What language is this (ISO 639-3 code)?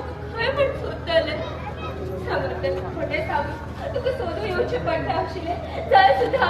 kok